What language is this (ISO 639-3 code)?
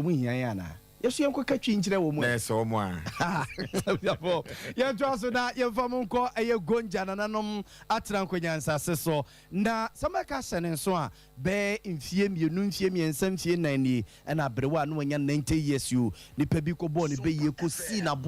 aka